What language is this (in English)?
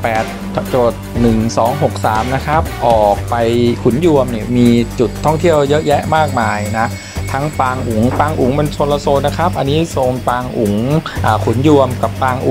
Thai